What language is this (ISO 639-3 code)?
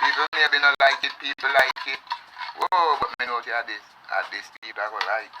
jam